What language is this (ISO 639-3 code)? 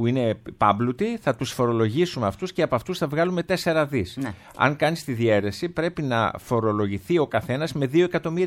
ell